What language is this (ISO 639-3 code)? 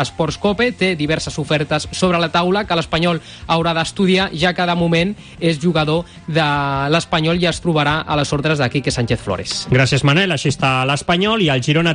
cat